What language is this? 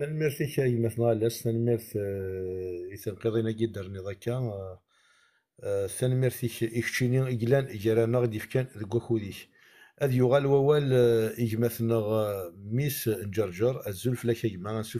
Kabyle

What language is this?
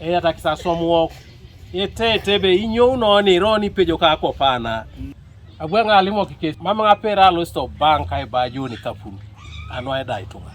Teso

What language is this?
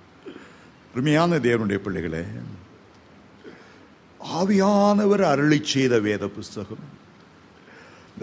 Tamil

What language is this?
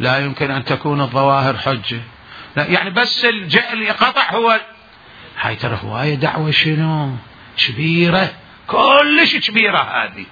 Mesopotamian Arabic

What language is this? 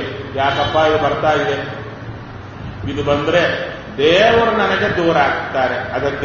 Kannada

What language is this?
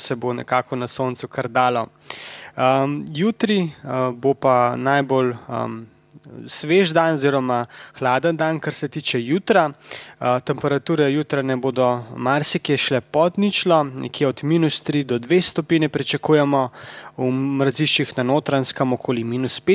Slovenian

